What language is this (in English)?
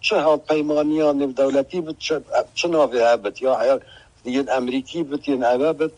Kurdish